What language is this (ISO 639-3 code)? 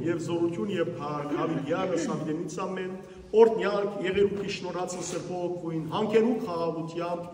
hyw